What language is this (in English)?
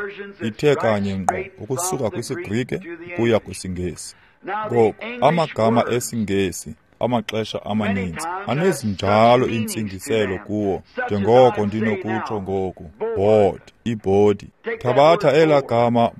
Xhosa